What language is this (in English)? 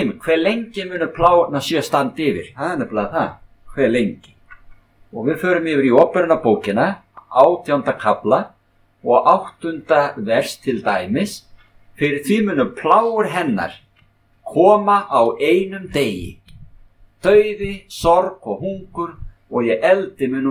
Icelandic